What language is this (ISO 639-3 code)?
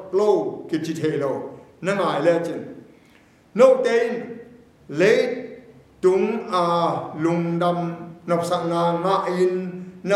ctd